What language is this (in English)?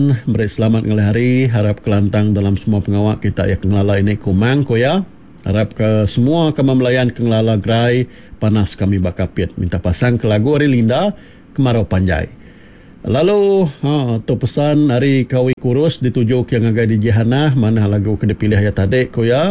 Iban